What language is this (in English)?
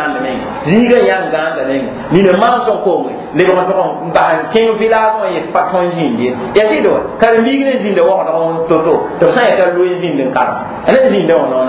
Mossi